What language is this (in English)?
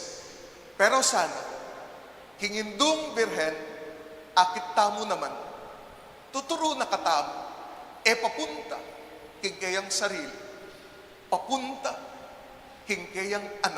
Pampanga